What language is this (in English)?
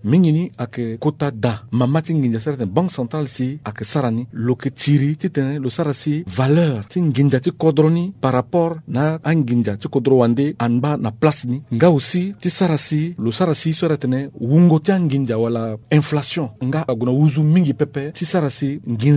Sango